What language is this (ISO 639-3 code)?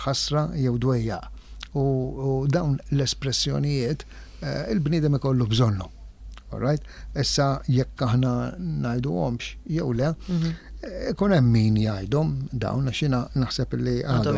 mlt